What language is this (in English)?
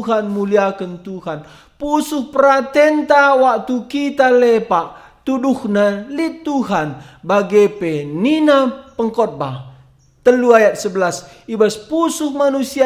Batak Karo